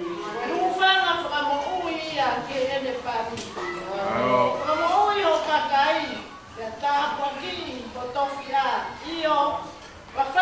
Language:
Tongan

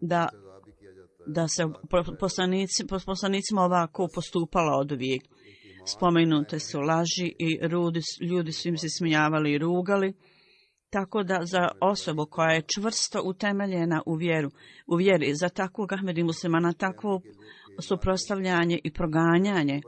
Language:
Bosnian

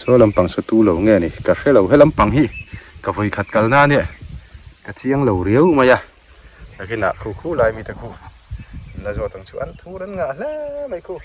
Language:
Mizo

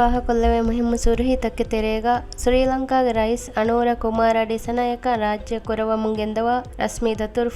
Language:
Divehi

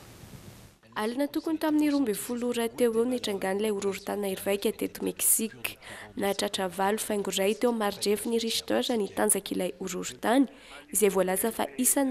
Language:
Malagasy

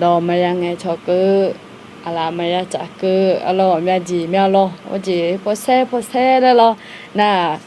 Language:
Akha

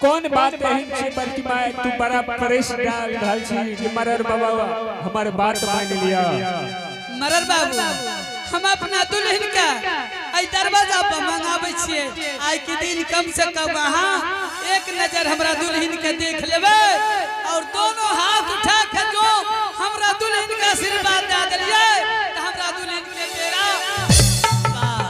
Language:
Angika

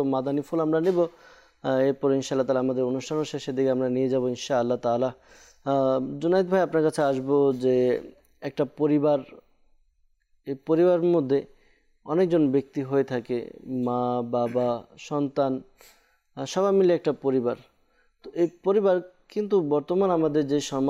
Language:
Bangla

